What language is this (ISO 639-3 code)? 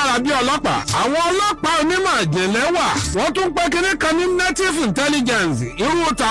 yor